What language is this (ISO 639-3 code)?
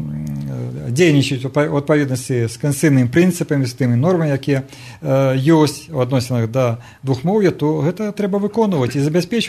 bel